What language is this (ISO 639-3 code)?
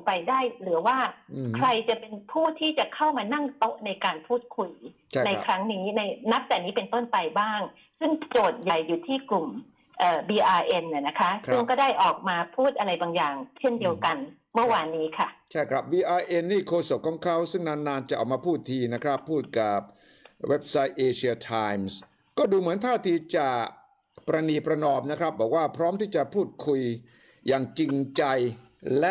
tha